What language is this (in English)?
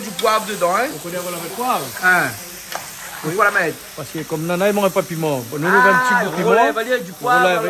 Réunion Creole French